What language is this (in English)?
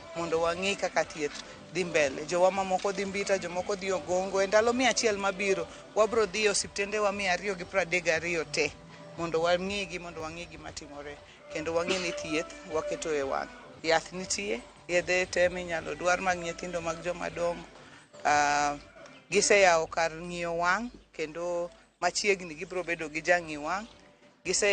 Luo (Kenya and Tanzania)